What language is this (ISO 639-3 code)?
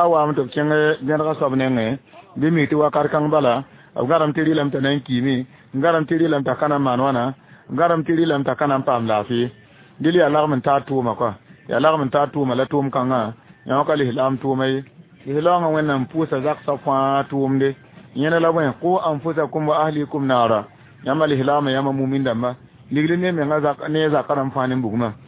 mos